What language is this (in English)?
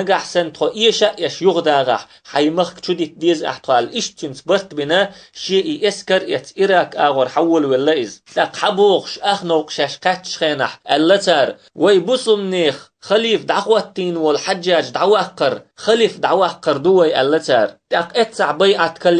Chechen